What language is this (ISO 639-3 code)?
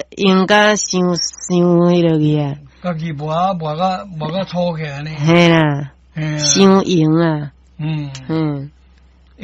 nan